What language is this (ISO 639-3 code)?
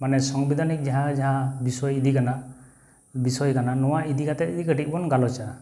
sat